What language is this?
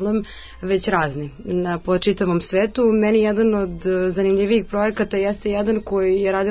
Serbian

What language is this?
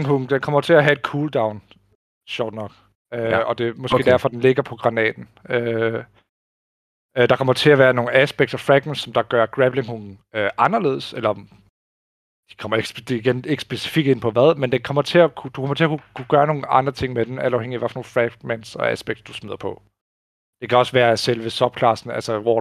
Danish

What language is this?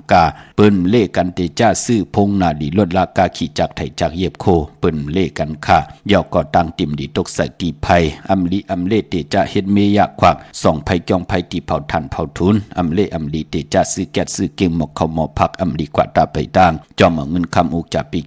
Shan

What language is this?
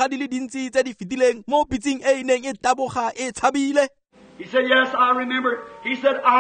Tswana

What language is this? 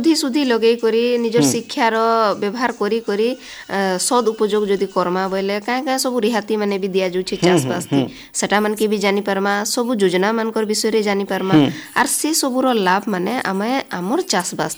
Odia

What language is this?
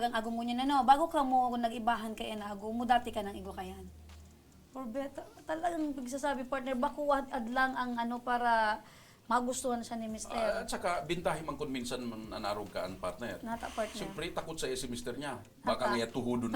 Bikol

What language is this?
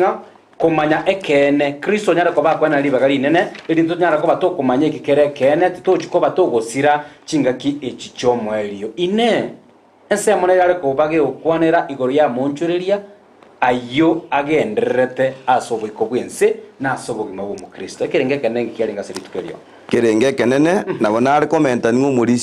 Gusii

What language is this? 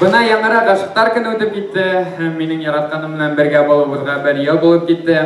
Bashkir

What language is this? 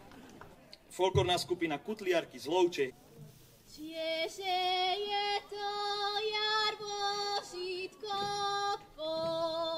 Slovak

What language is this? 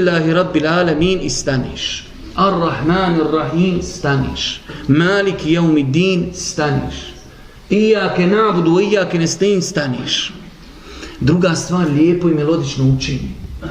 Bosnian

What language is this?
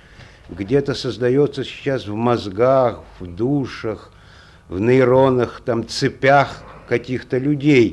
Russian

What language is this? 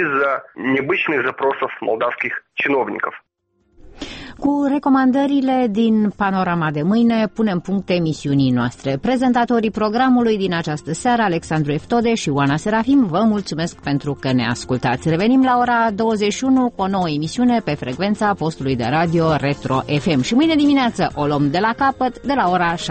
Romanian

